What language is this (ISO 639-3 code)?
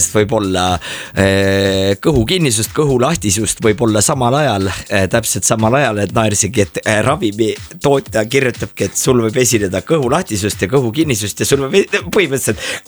est